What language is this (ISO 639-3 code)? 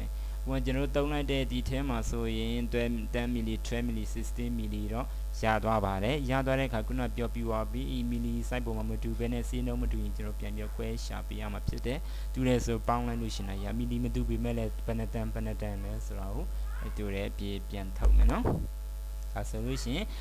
mya